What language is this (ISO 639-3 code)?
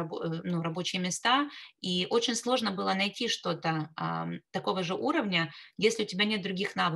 rus